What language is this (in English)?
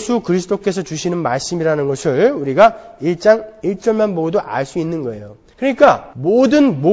Korean